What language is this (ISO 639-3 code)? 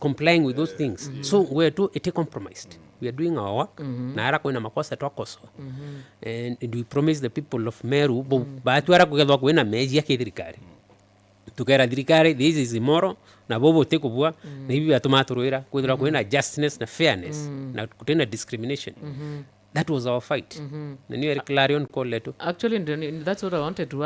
mer